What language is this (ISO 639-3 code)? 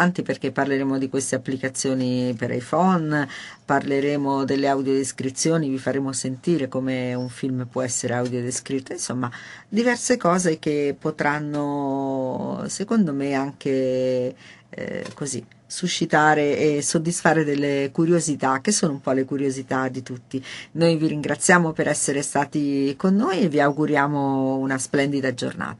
ita